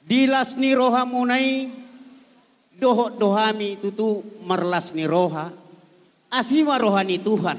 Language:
Batak Toba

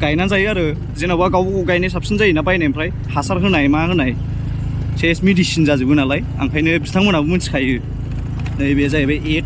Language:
Bodo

